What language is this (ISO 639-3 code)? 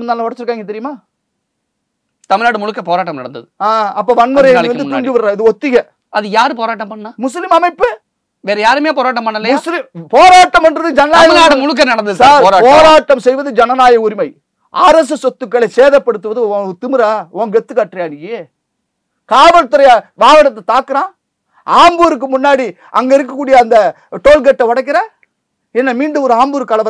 tam